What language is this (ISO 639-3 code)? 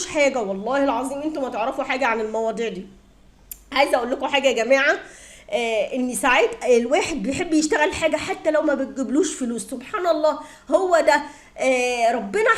arz